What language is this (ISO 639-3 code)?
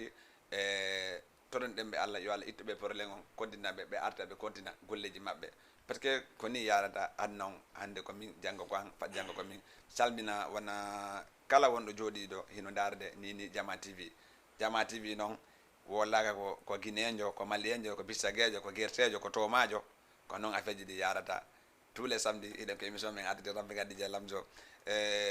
ful